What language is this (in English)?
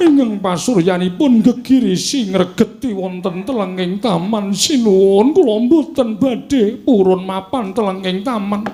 Javanese